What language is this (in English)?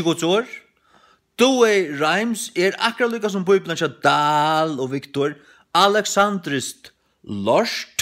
Faroese